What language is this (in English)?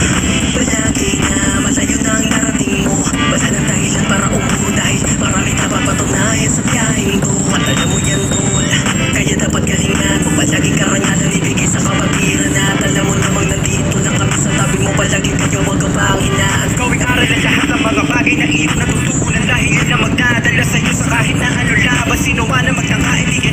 Filipino